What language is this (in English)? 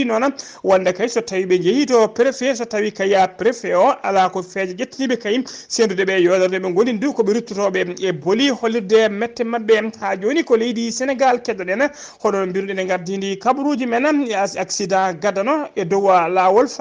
Fula